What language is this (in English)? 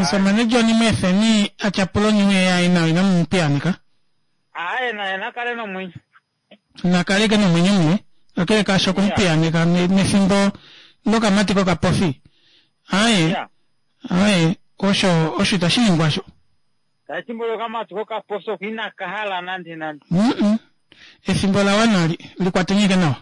Kuanyama